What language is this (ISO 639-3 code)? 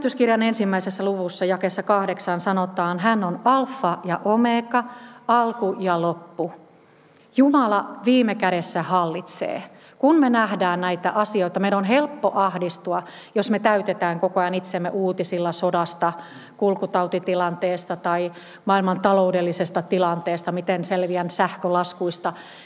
fin